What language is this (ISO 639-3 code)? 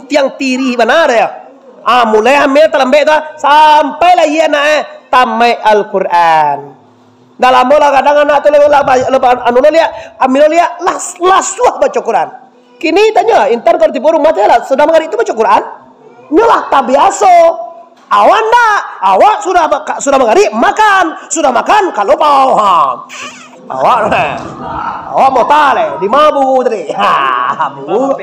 min